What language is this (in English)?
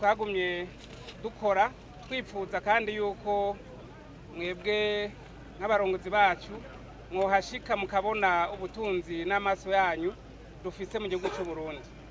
Rundi